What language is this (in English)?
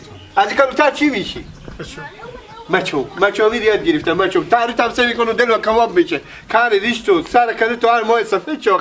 Persian